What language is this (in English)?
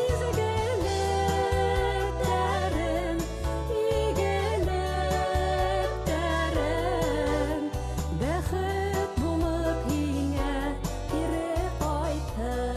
Bashkir